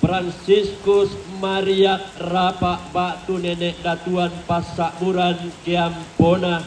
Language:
Toraja-Sa'dan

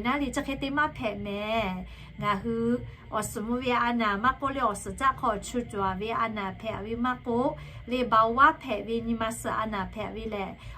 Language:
Lahu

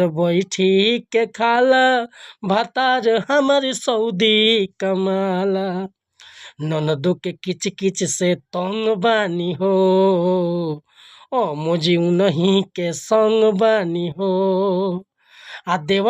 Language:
Bhojpuri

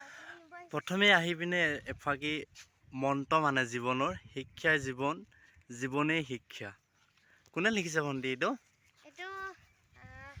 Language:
Assamese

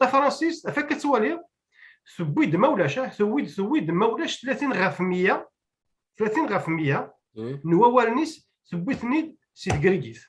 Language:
Kabyle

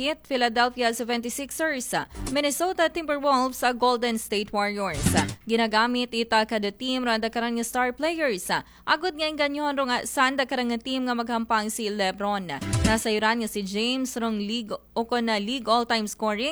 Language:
Aklanon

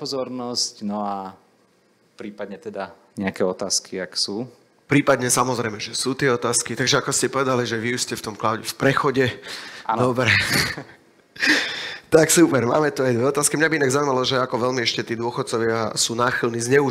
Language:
Slovak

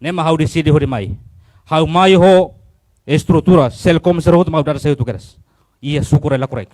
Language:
Tetum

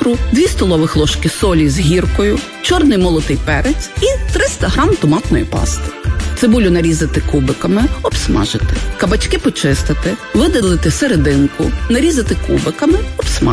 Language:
Ukrainian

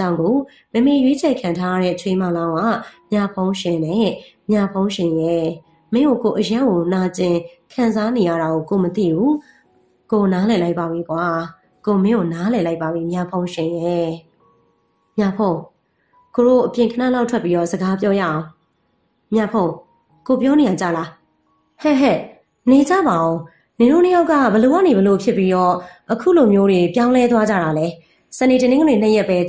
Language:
Burmese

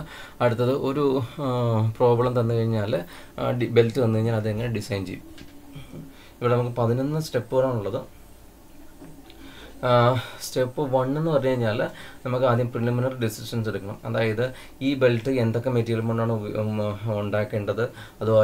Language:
Malayalam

